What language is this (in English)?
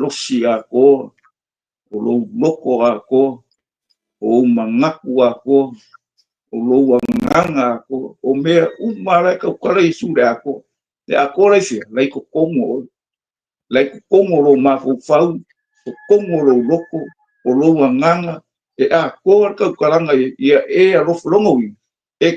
Samoan